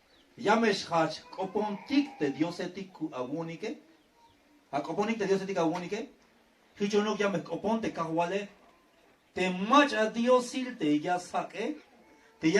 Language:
Tzeltal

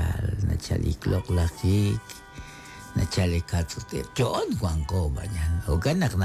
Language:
Kekchí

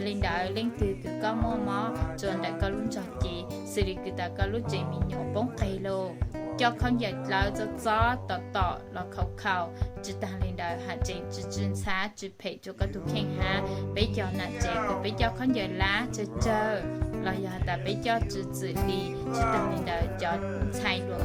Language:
Hmong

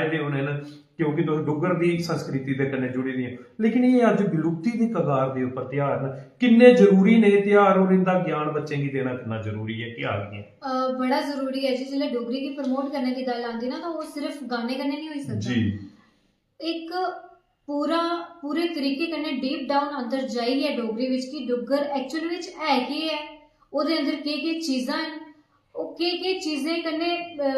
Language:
Dogri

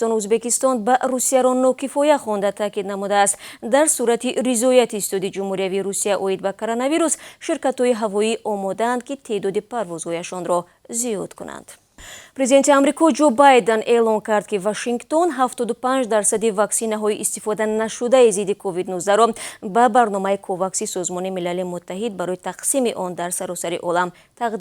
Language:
Tajik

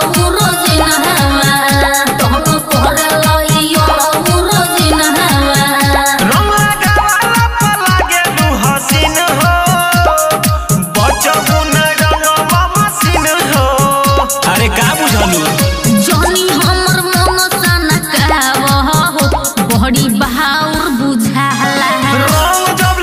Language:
Bhojpuri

